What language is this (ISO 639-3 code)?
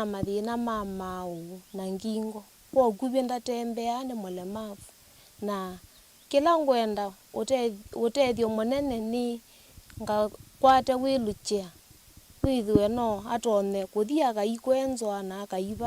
kam